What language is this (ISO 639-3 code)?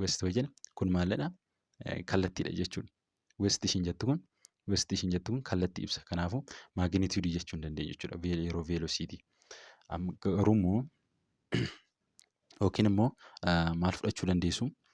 orm